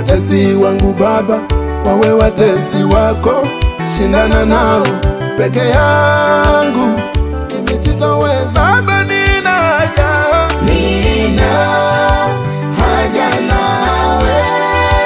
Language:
Swahili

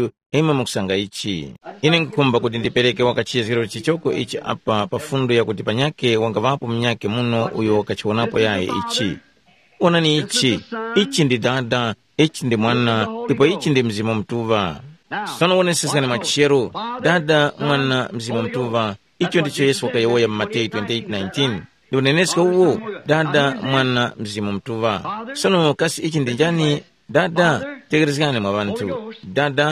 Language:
Tumbuka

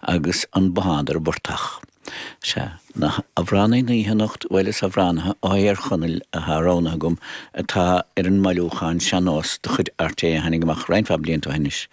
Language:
Irish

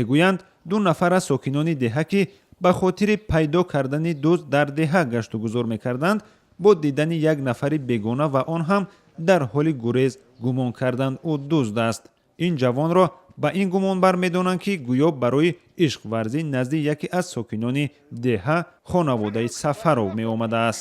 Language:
Tajik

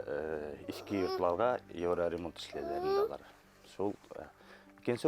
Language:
Bashkir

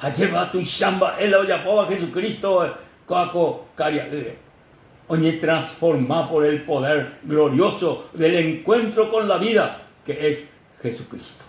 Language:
Guarani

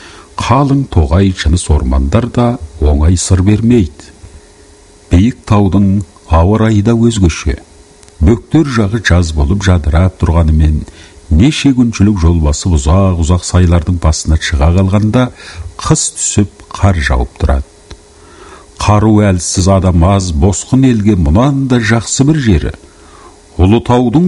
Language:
Kazakh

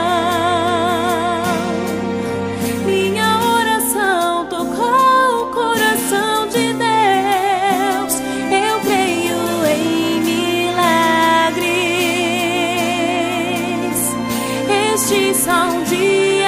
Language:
Portuguese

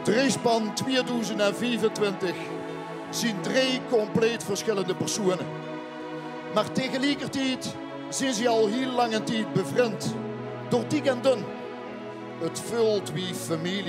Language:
Limburgish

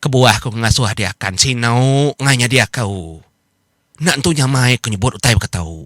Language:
Iban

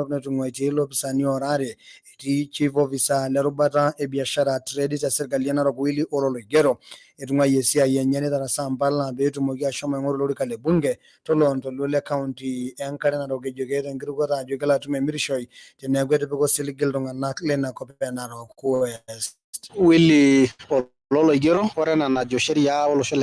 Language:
Masai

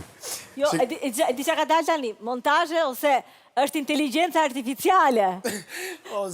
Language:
Albanian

